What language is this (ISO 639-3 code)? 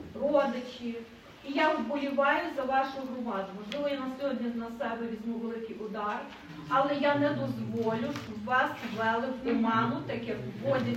ukr